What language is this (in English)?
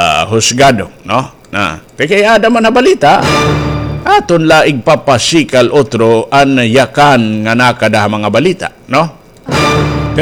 Waray